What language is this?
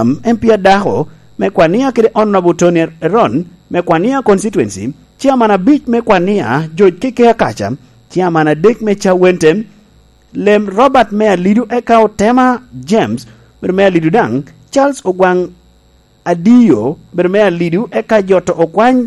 Lango (Uganda)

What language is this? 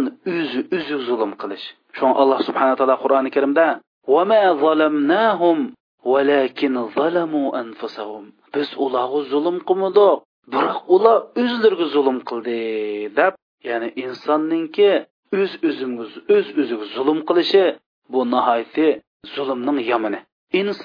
Uyghur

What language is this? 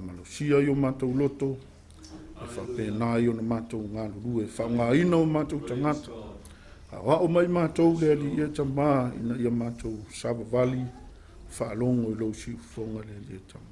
Samoan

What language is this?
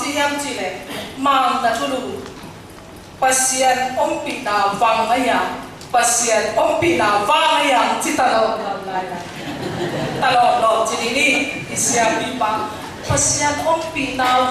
Tedim Chin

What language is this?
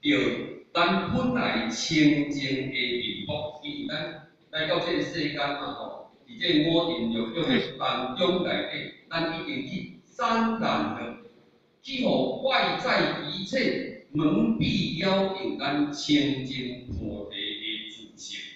Min Nan Chinese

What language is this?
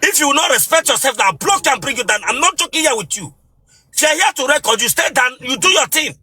Igbo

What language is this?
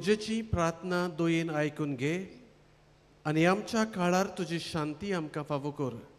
Konkani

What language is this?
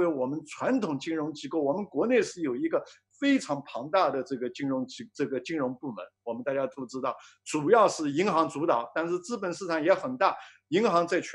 Chinese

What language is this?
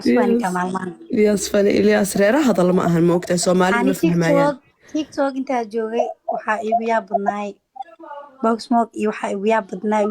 Somali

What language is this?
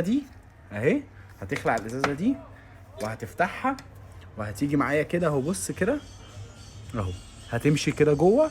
Egyptian Arabic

